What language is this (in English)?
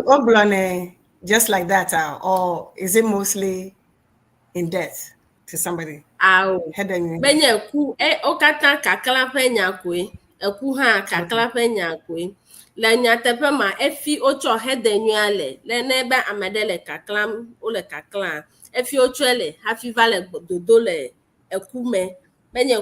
Ewe